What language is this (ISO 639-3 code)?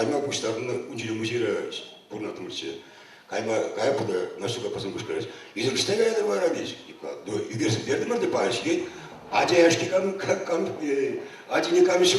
chv